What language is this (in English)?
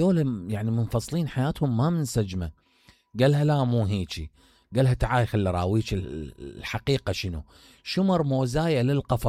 Mesopotamian Arabic